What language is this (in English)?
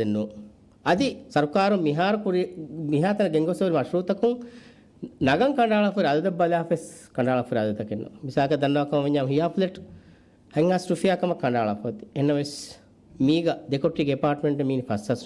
Divehi